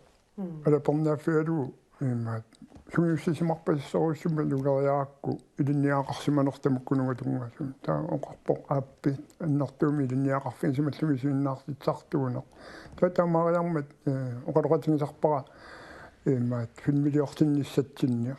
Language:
Kalaallisut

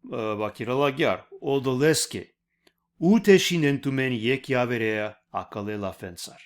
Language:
Balkan Romani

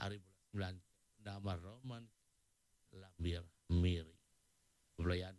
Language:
Iban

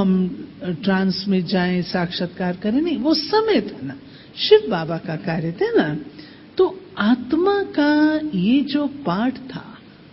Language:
Hindi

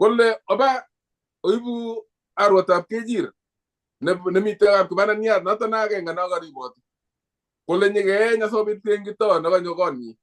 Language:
Kalenjin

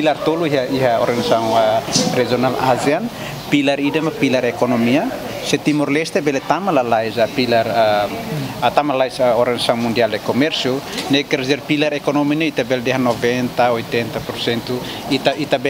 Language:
Tetum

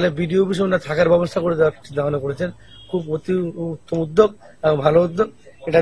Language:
Bangla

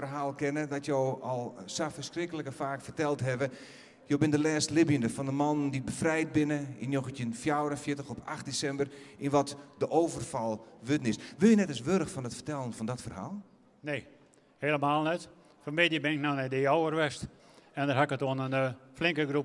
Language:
Western Frisian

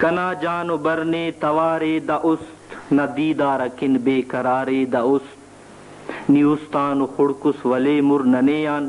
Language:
Brahui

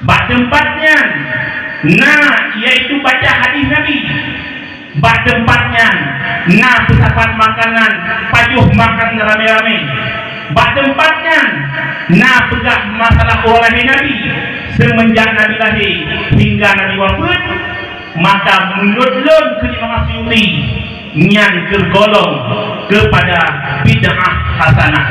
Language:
Achinese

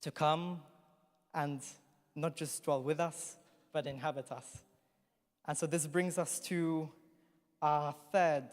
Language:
English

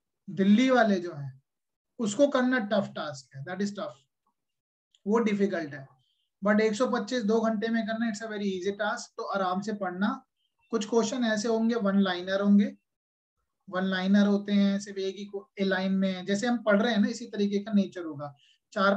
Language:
Hindi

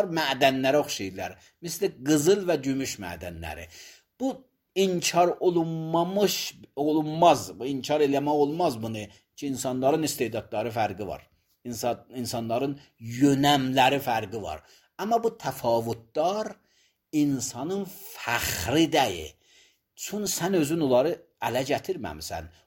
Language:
Azerbaijani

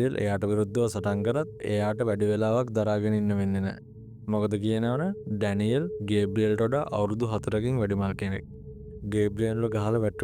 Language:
Sinhala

